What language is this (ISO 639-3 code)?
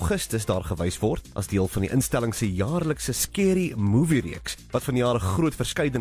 afr